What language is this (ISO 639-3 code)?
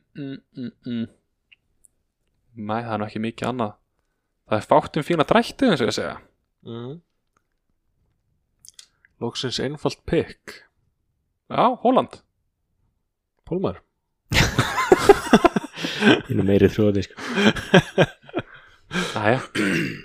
isl